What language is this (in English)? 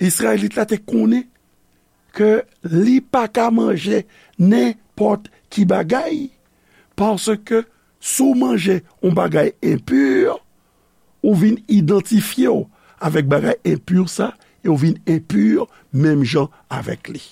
Haitian Creole